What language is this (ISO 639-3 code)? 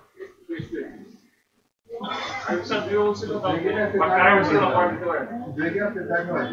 ben